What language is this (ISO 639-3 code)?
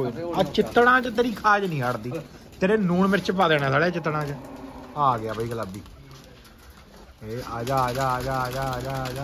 pan